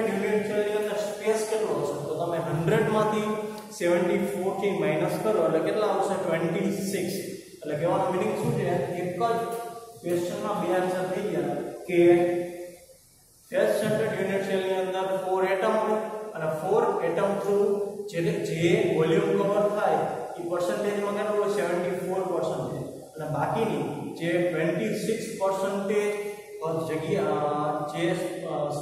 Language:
Gujarati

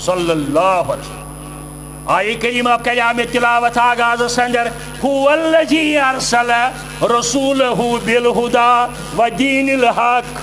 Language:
Kashmiri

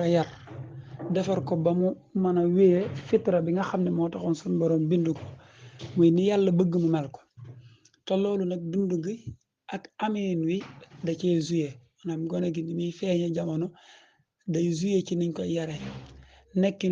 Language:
Wolof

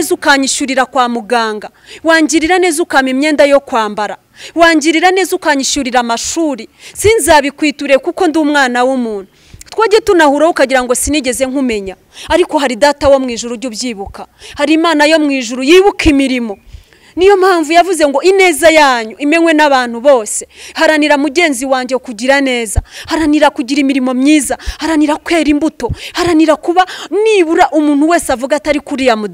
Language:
Kinyarwanda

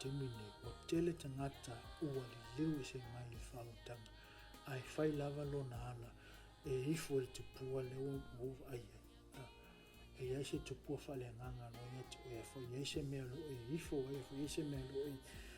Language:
Samoan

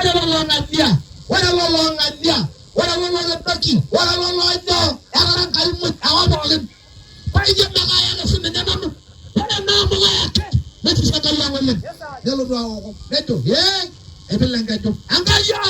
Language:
Masai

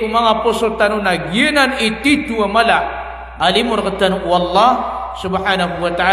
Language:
Maranao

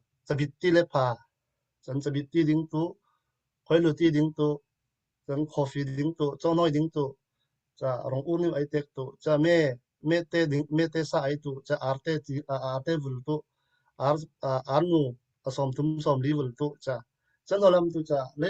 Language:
Falam Chin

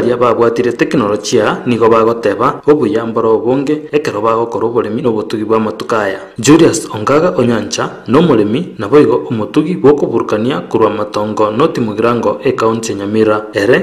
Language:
Gusii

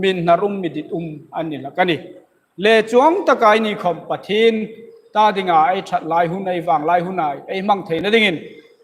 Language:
Hmar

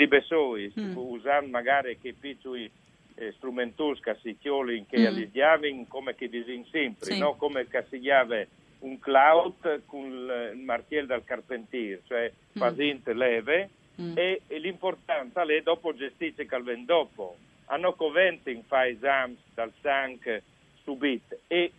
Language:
Friulian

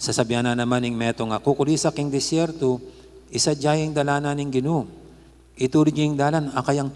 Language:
Pampanga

